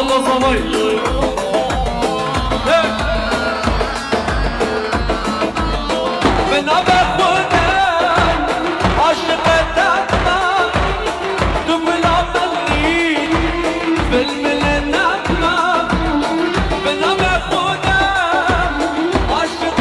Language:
Persian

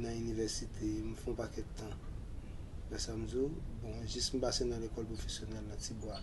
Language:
Haitian Creole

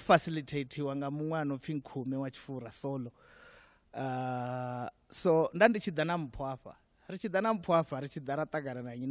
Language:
Venda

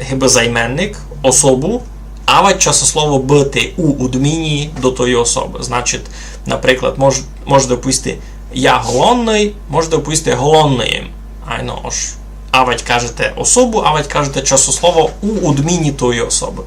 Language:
Rusyn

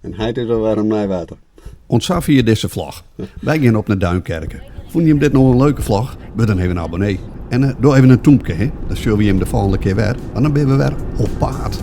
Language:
Western Frisian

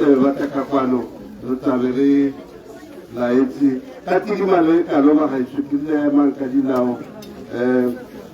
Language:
Tswana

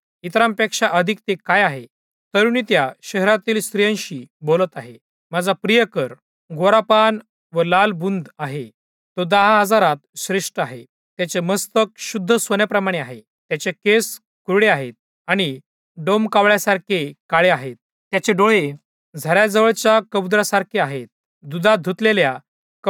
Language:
Marathi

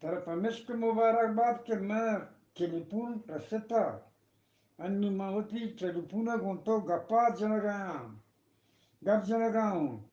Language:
Eastern Balochi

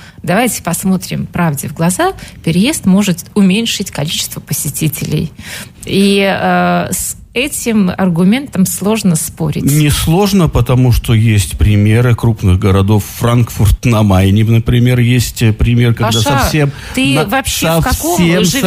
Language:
Russian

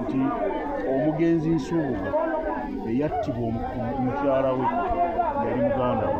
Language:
Ganda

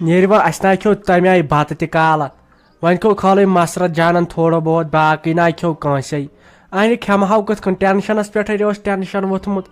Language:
Kashmiri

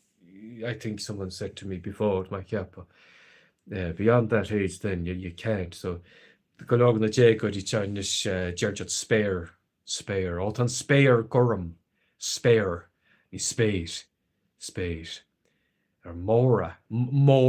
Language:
Irish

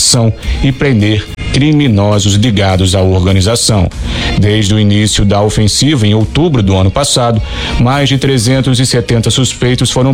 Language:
Portuguese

